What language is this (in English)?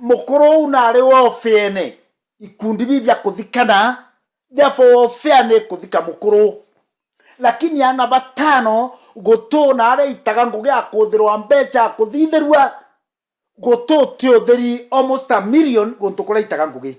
Meru